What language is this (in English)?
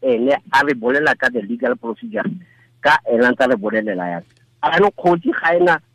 Tswana